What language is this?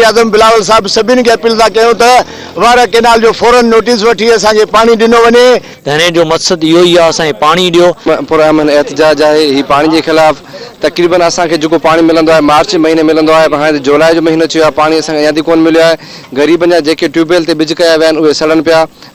Sindhi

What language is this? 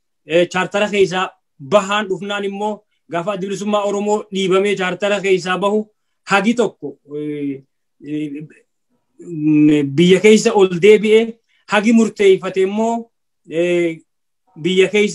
Oromo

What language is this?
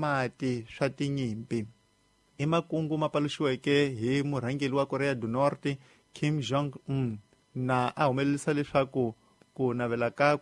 Tsonga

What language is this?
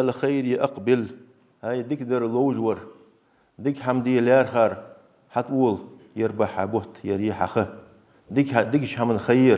Ingush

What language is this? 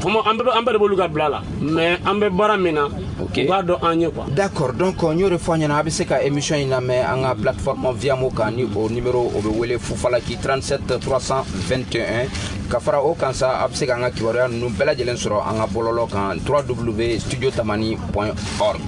Bambara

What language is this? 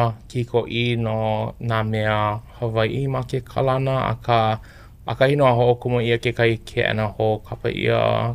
Hawaiian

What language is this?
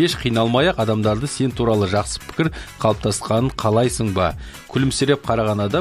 Kazakh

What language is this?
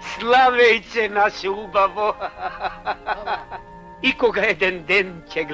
Macedonian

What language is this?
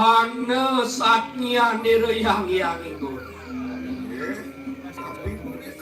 Balinese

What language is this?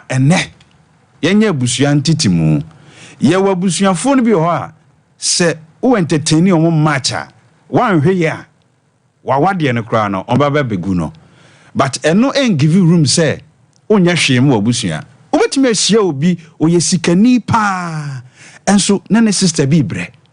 Akan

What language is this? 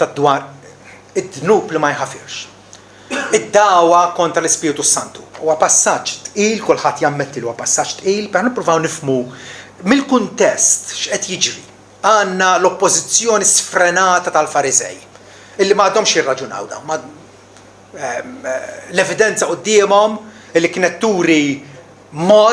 Maltese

